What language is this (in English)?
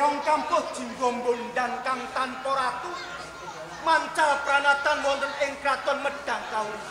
Javanese